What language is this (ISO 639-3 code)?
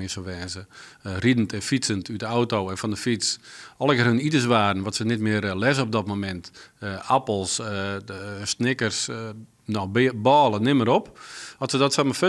fry